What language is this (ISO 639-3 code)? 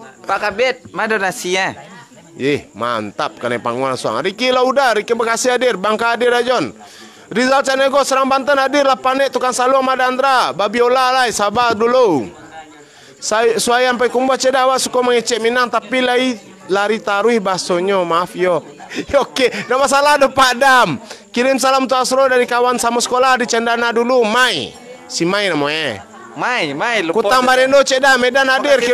min